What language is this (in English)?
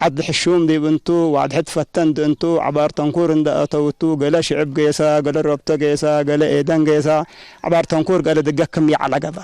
Tigre